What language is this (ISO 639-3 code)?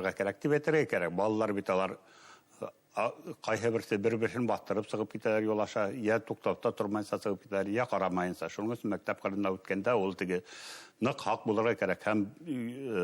bak